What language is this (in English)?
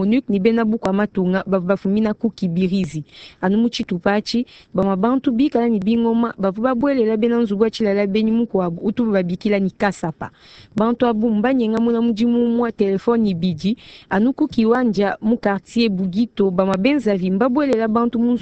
Luba-Lulua